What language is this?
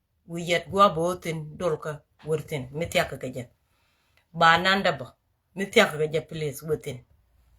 Nuer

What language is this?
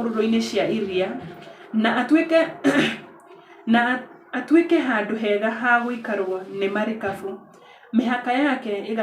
Kikuyu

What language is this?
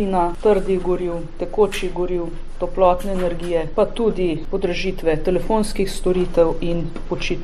Slovenian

